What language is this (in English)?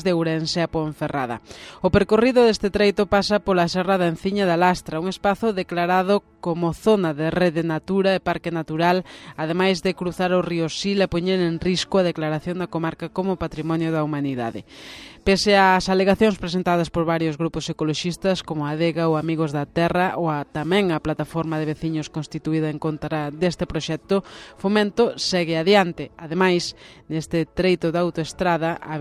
Galician